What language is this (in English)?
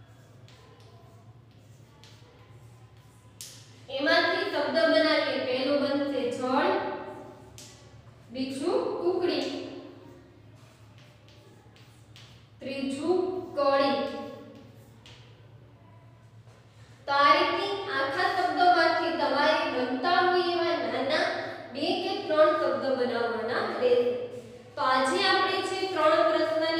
Gujarati